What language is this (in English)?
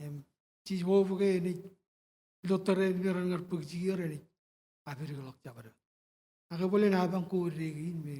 Marshallese